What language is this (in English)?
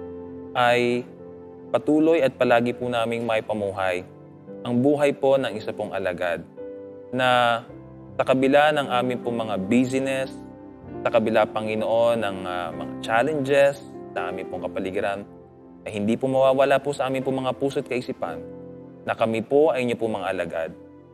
Filipino